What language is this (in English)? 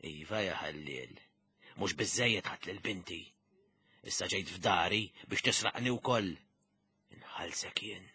Maltese